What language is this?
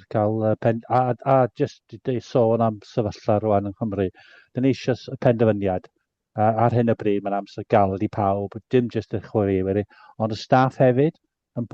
Welsh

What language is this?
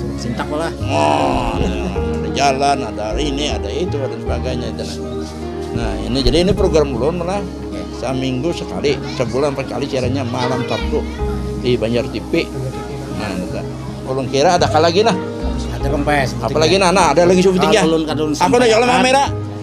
Banjar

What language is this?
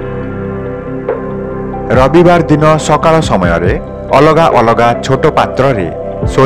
Odia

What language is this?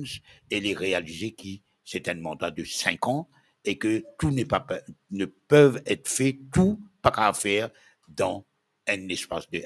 Morisyen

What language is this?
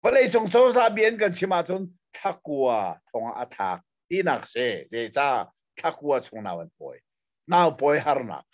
Hakha Chin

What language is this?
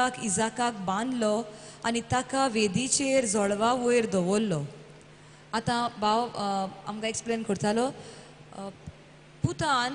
Konkani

